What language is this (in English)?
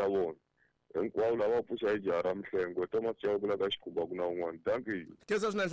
Tsonga